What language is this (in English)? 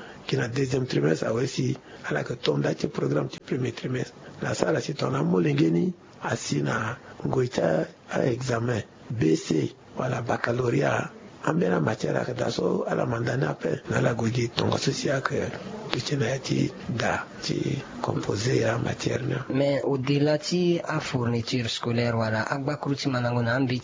Sango